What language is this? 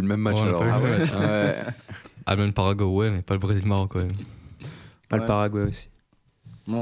French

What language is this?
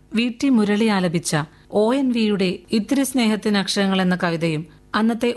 Malayalam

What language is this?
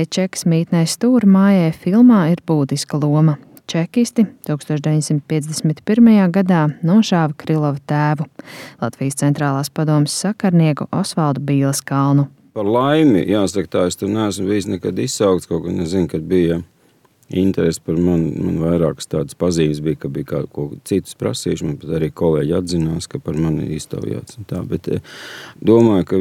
Latvian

